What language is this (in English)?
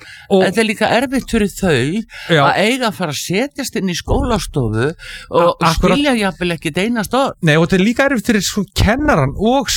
Icelandic